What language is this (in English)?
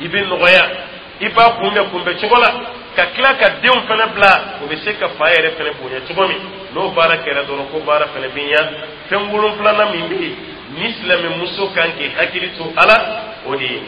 Dyula